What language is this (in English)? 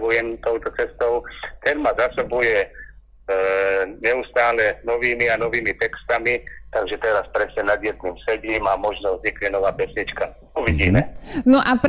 Slovak